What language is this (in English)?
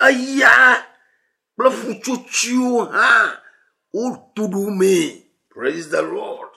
Ewe